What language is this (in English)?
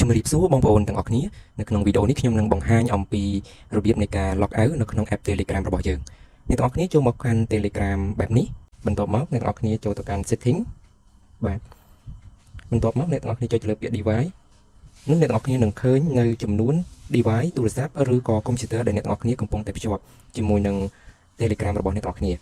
Khmer